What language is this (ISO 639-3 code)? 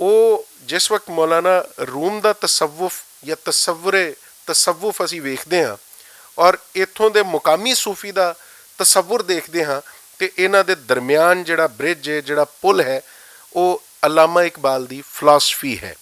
lah